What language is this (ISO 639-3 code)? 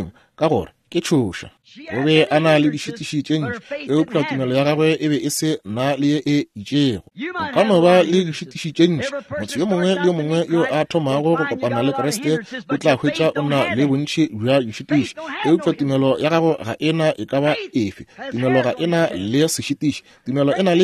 nso